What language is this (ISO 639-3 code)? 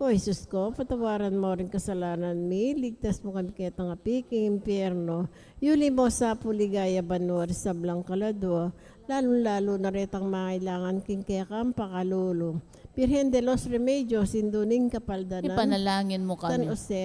pam